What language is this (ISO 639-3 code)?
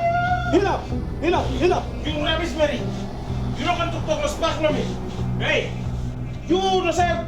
tpi